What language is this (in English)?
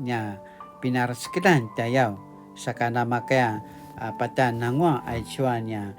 Paiwan